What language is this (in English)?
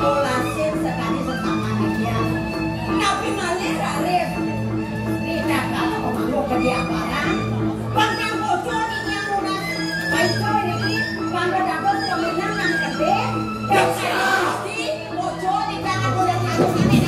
Balinese